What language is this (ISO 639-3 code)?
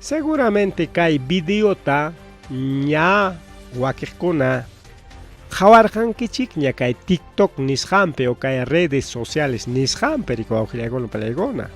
quy